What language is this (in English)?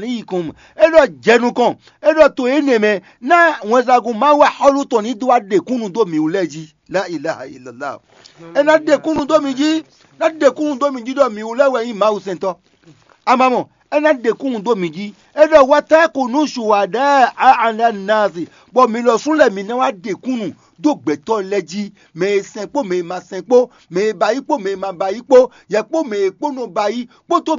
Fon